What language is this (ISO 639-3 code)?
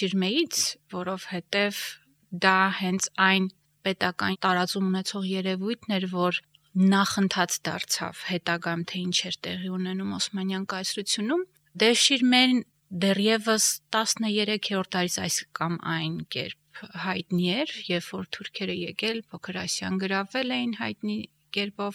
hye